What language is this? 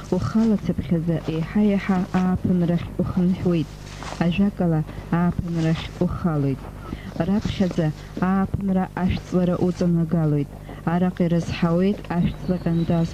Abkhazian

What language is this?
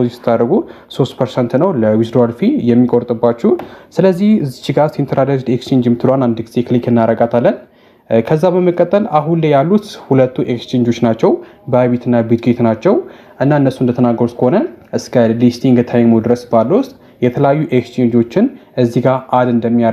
Amharic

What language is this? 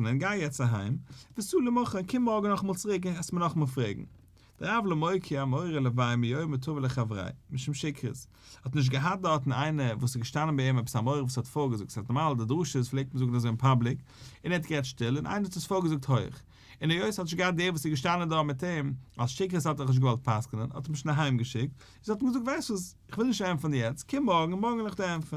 Yiddish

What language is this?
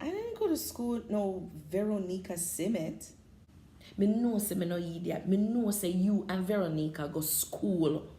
Jamaican Creole English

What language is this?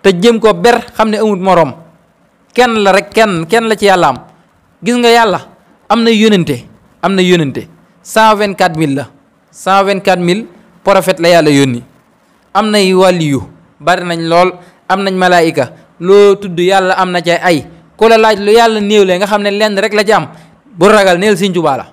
Wolof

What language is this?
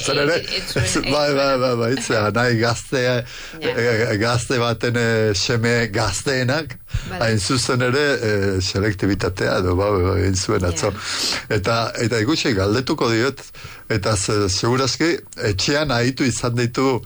Basque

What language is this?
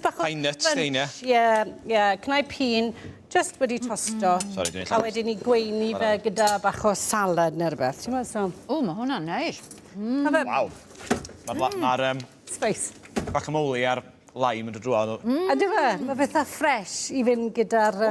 Welsh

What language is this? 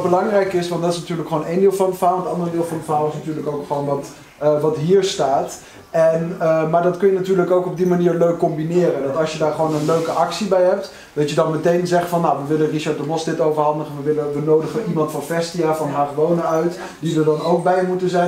Dutch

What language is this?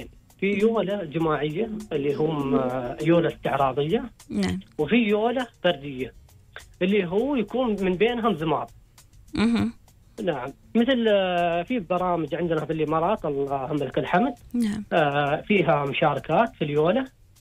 Gulf Arabic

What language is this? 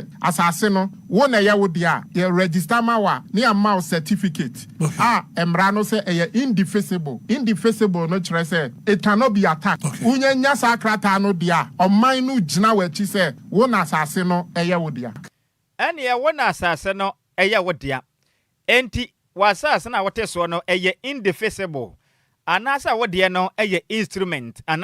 Akan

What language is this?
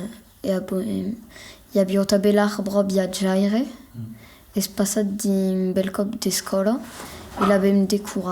Occitan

